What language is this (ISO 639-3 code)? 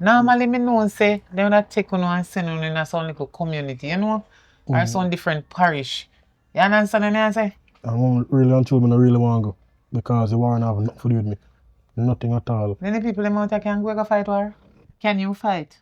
jam